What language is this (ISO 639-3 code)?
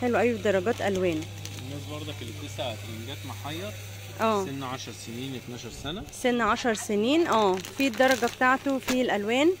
arz